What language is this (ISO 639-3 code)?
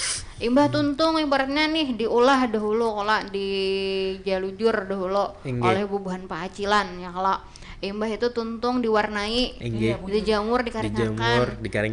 bjn